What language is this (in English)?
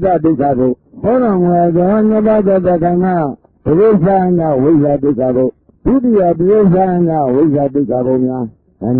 Burmese